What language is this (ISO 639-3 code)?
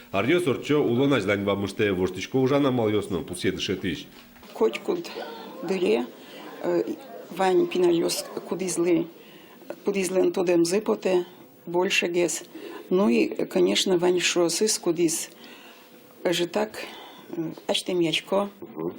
udm